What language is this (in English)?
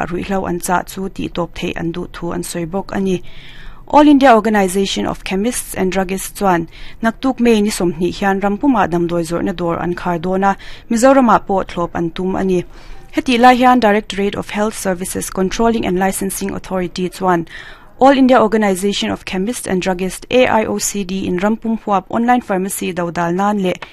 Mizo